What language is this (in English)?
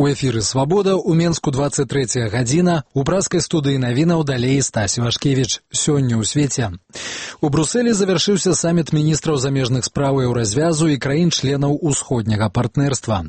Belarusian